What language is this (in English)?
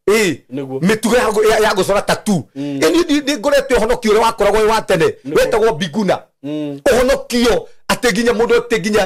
Kikuyu